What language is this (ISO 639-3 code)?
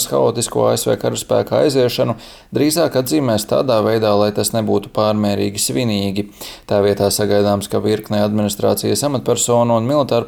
lav